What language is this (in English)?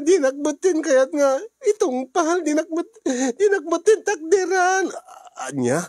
Iloko